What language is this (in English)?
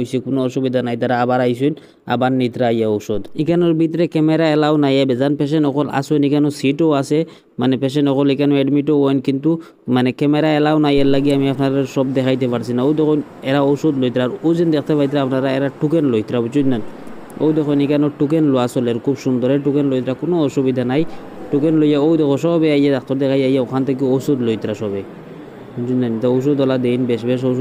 Sylheti